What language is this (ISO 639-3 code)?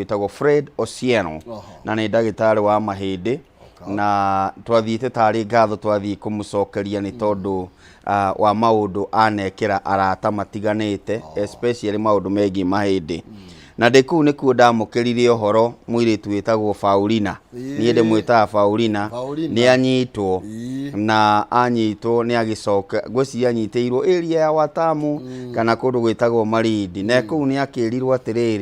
kik